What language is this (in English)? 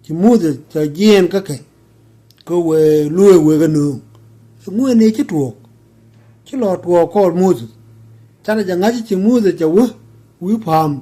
Nuer